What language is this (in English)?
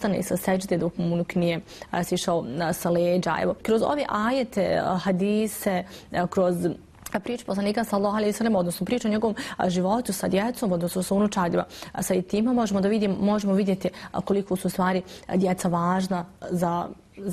Bosnian